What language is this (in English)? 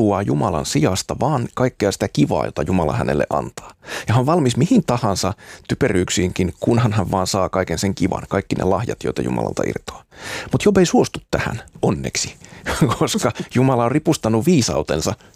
Finnish